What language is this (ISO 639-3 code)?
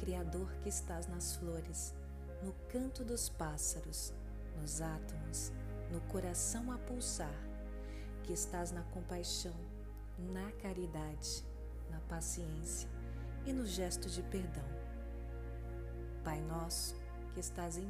por